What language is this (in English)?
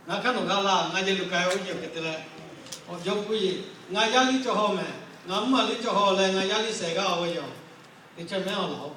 Lahu